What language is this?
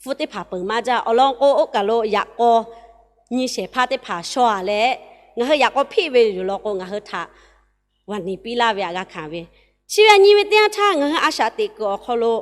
Lahu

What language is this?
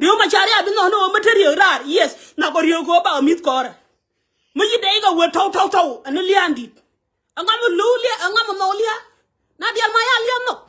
Nuer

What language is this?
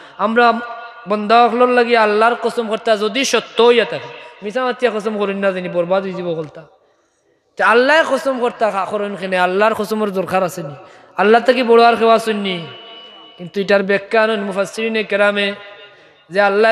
Sylheti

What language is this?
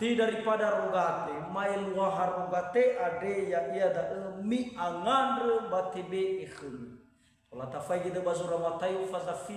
Nias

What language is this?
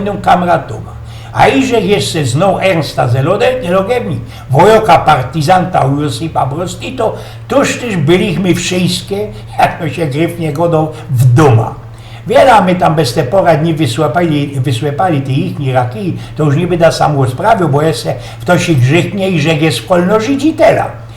Silesian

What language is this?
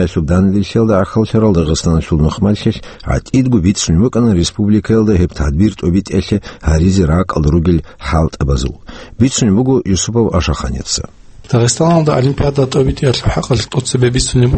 Avaric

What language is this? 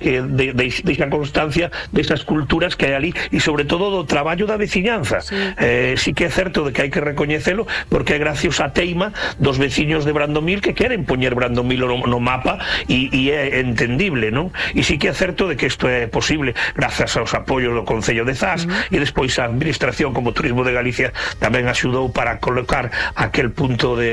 Galician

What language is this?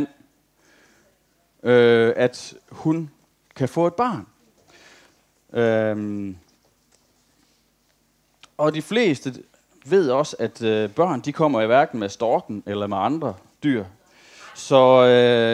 Danish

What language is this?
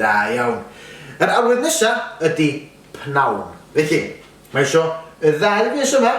Welsh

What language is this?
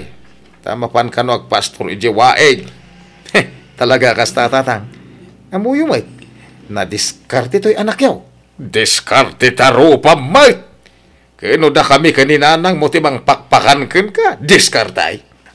Iloko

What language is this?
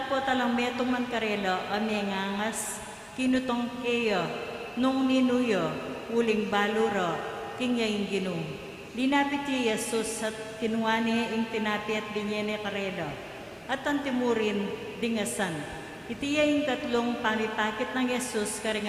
Pampanga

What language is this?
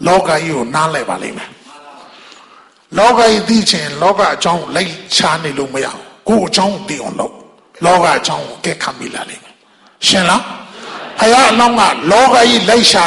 Burmese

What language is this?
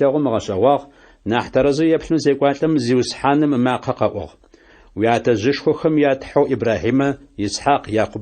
Adyghe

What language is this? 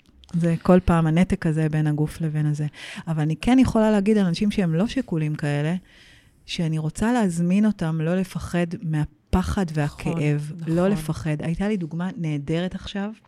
Hebrew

